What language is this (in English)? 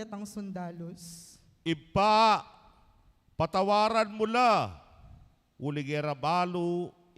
Pampanga